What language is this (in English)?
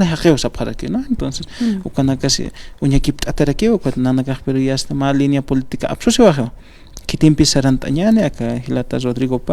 Aymara